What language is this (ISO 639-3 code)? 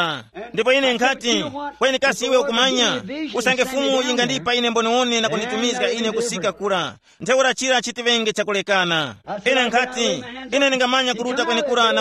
tum